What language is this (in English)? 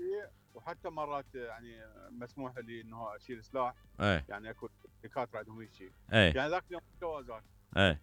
Mesopotamian Arabic